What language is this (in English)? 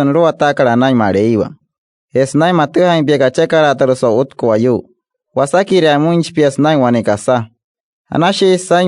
Wayuu